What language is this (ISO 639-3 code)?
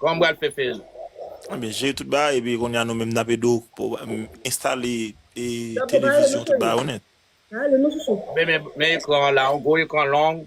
hat